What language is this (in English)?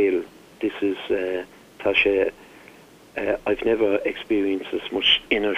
Irish